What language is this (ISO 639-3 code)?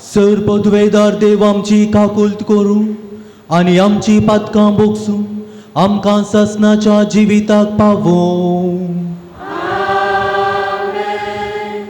kok